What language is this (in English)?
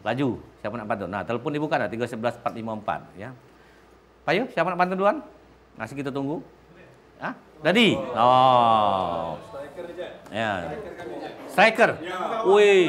Musi